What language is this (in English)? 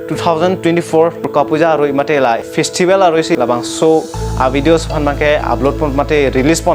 Karbi